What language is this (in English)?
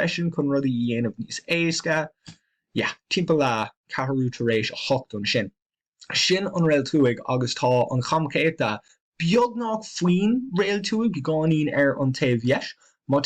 Irish